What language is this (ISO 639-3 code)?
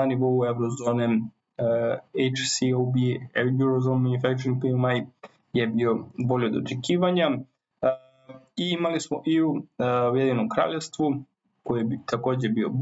srp